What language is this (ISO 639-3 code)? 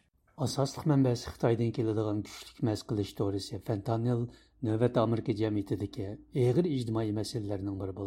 uig